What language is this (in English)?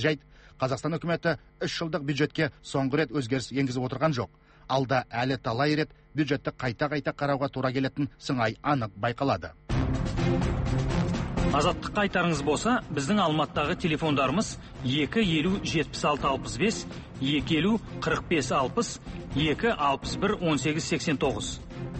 Kazakh